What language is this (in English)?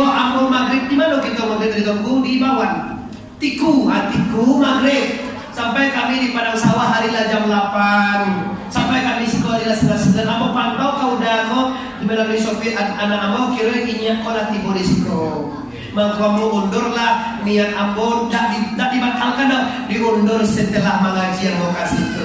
Minangkabau